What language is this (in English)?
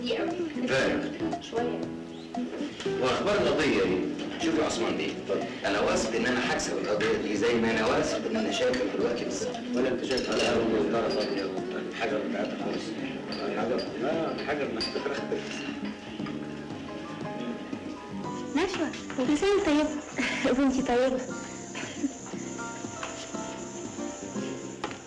Egyptian Arabic